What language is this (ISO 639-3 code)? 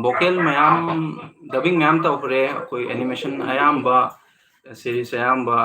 mni